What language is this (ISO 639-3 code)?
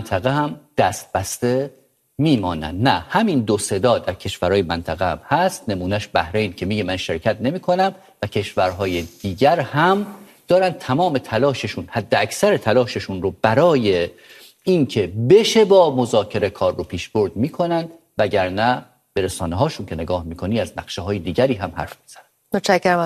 fas